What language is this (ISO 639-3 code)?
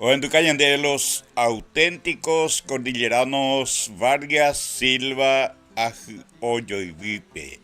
grn